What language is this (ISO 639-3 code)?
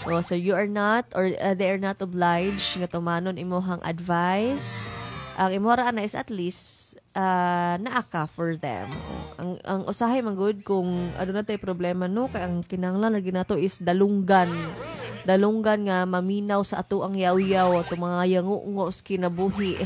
ceb